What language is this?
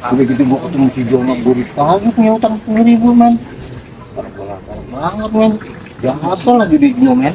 Betawi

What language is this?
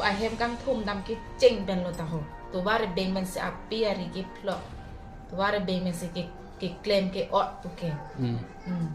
Karbi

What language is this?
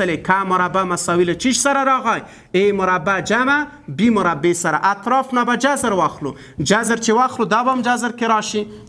Pashto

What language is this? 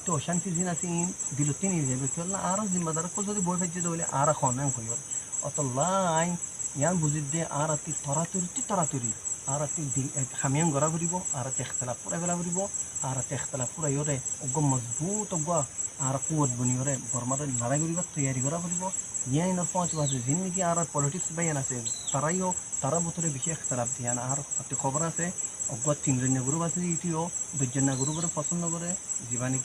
Rohingya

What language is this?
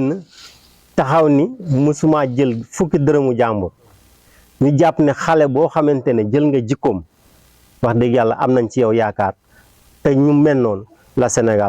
Wolof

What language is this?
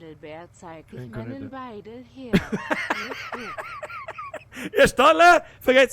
Bavarian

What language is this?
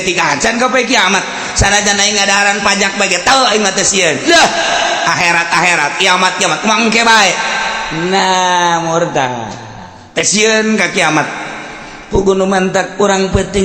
Sundanese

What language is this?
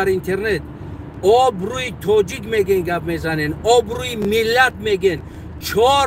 Tajik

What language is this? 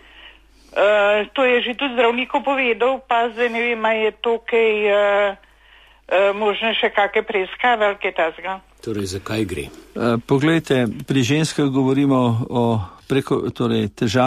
Slovenian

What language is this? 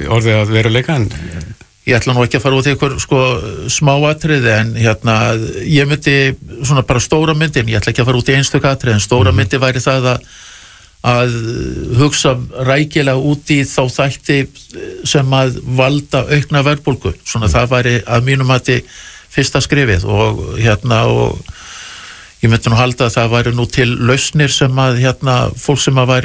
Icelandic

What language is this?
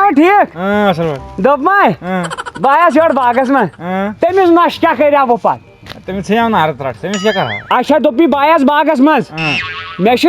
Kashmiri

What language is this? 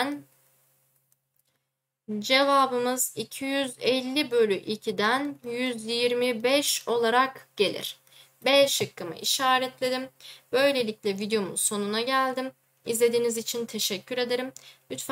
Turkish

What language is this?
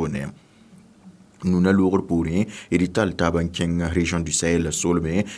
Mossi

